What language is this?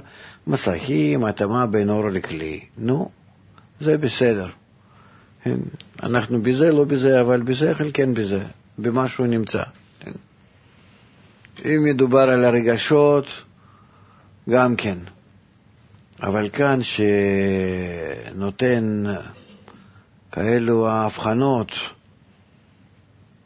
Hebrew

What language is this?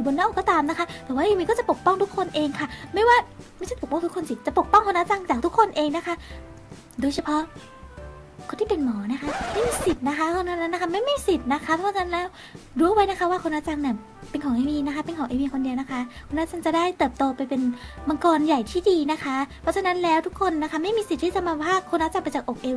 Thai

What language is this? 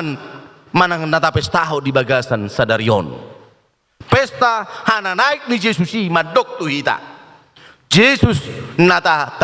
Batak Toba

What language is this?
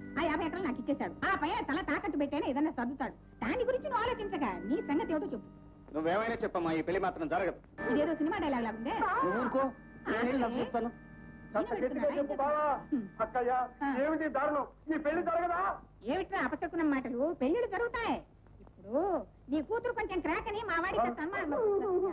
Telugu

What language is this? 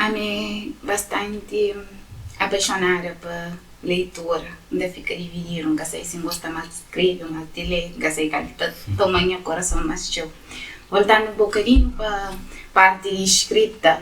Kabuverdianu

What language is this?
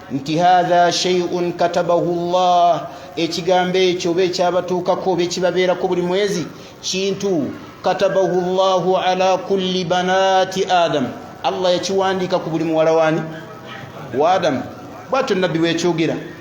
Ganda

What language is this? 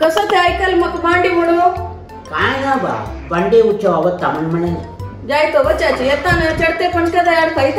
Konkani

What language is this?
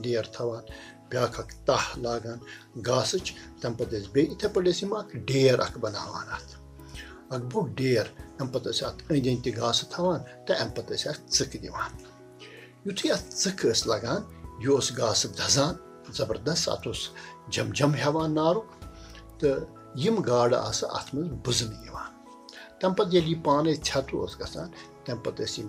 Kashmiri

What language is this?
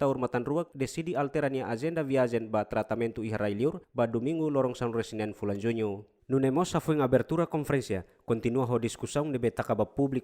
Tetum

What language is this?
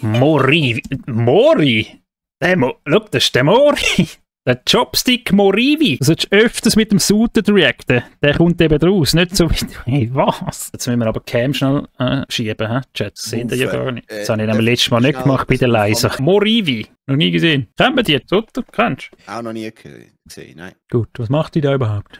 Swiss German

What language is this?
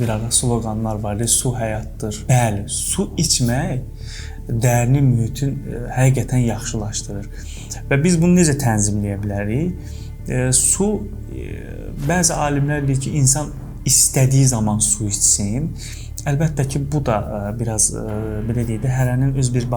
Azerbaijani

